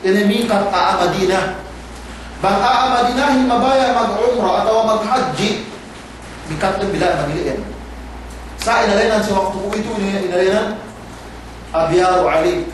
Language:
Yakan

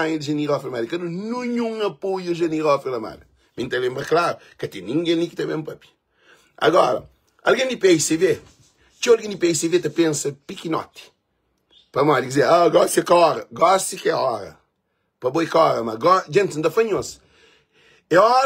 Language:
Kabuverdianu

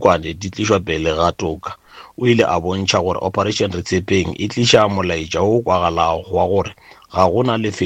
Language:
Northern Sotho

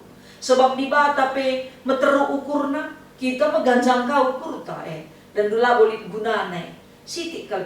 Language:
Batak Karo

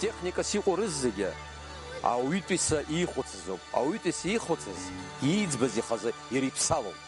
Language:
Abkhazian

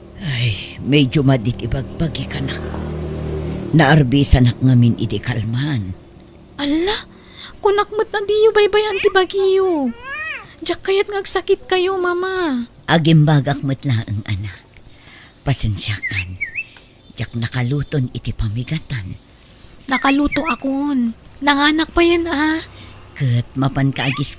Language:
Iloko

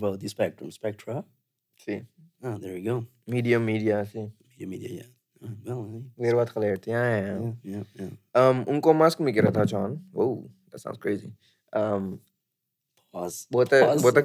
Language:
Papiamento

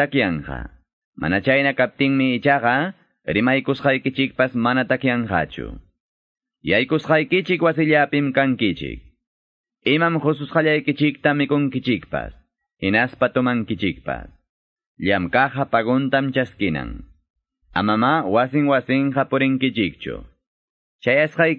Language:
Quechua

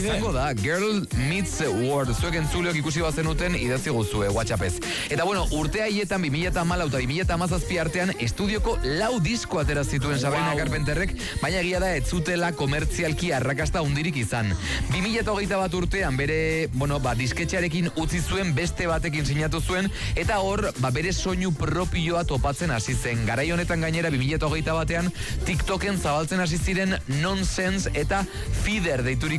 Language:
Basque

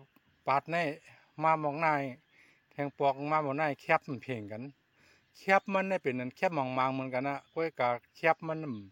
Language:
Shan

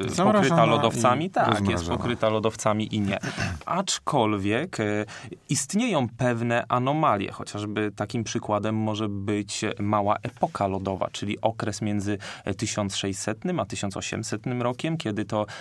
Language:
Polish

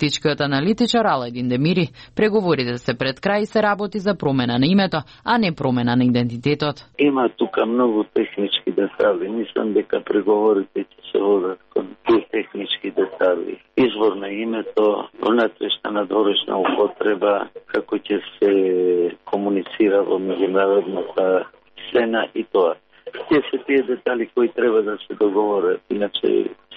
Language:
Macedonian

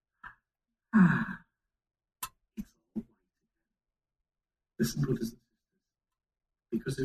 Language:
English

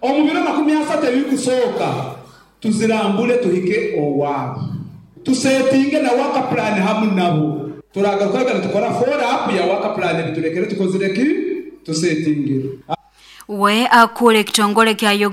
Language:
Nyoro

